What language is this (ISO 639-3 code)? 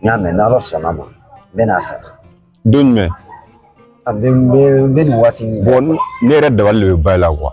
bam